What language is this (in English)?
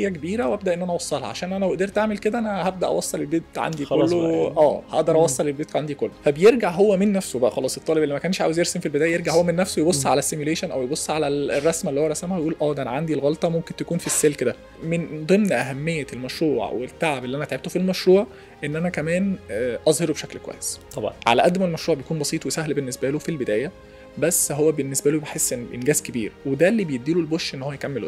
Egyptian Arabic